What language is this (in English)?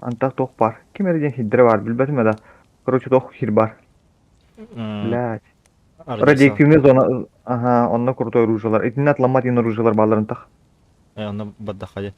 Yakut